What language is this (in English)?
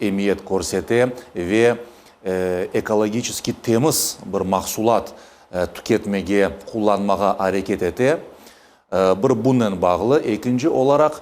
Crimean Tatar